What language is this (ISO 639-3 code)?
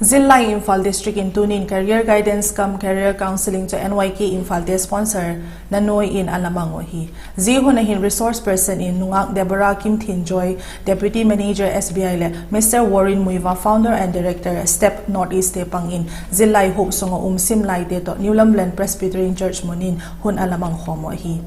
vap